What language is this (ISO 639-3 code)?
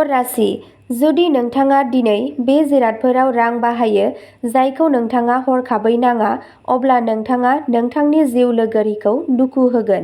brx